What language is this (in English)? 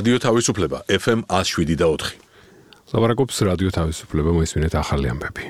Georgian